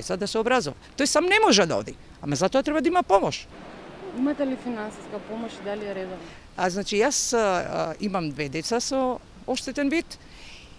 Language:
Macedonian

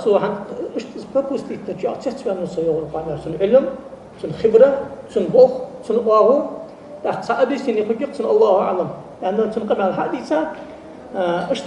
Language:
Ingush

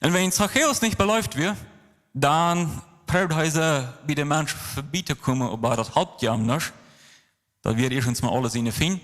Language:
Plautdietsch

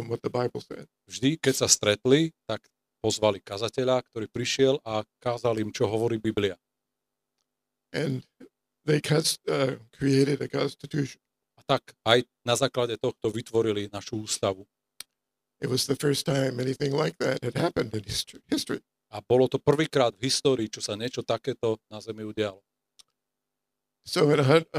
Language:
Slovak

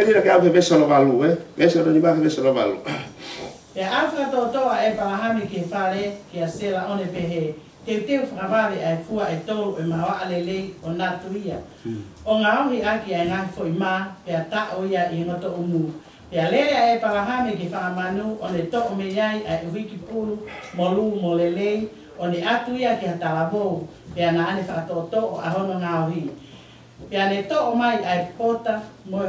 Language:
Tongan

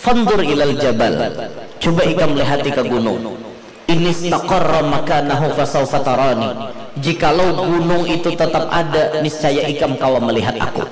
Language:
Banjar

